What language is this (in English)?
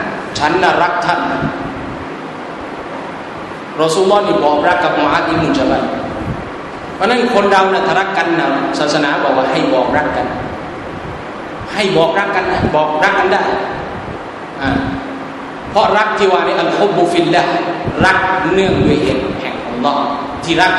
Thai